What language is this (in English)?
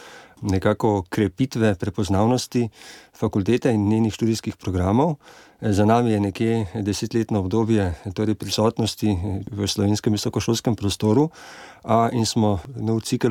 Slovenian